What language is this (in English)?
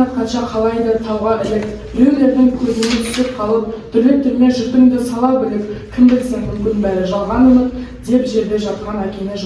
Kazakh